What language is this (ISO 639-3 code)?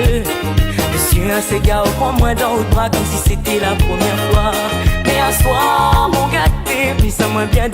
rcf